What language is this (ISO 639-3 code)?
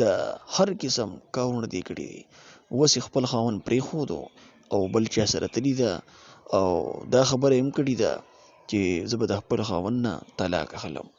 pus